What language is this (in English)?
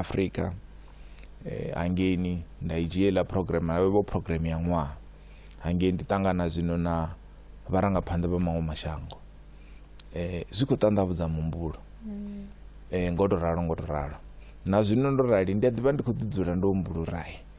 Venda